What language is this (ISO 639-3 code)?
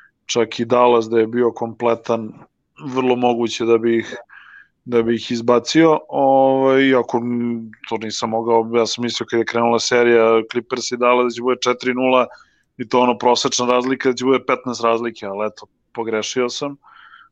srp